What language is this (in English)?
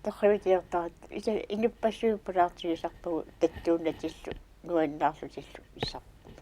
Kalaallisut